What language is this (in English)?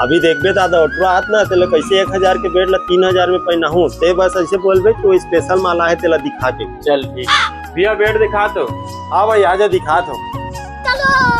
Chhattisgarhi